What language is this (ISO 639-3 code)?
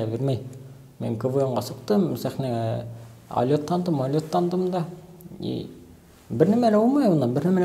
bak